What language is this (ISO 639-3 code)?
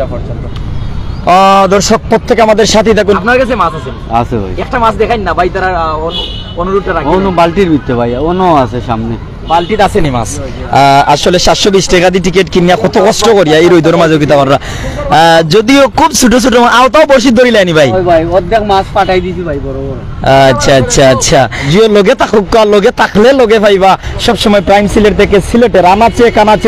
syl